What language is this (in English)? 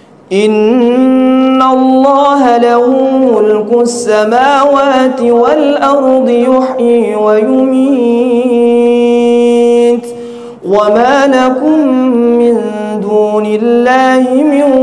Arabic